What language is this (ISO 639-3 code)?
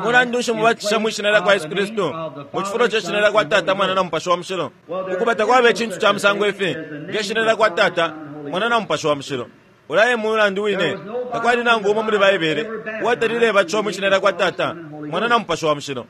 bem